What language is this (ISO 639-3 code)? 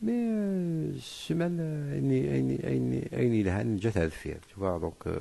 kab